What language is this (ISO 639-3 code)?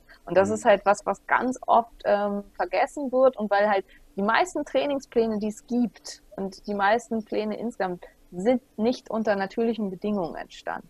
deu